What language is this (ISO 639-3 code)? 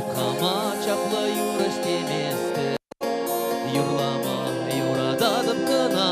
chv